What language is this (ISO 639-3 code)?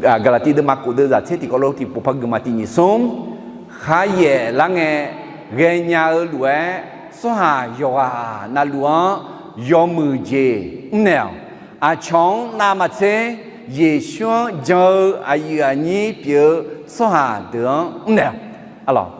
ahk